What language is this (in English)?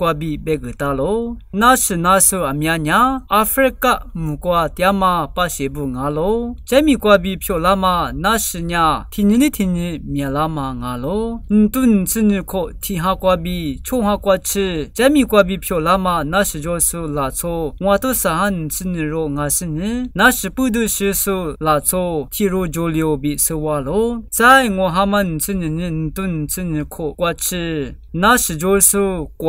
Lisu